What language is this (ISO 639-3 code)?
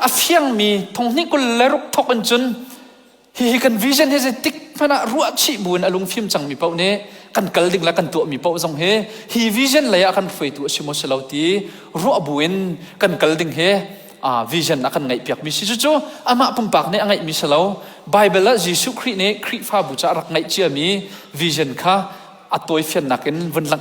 cnh